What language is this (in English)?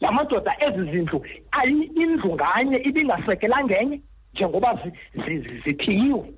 Xhosa